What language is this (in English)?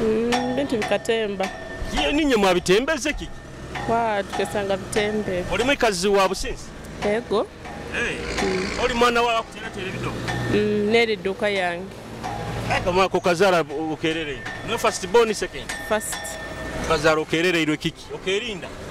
Nyoro